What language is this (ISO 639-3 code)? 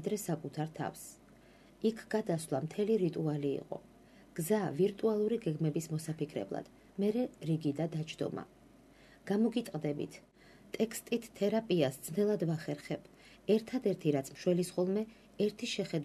kat